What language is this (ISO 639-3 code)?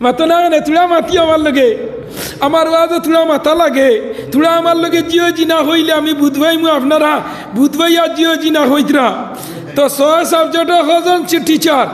syl